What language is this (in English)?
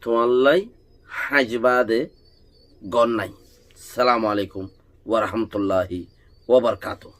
Rohingya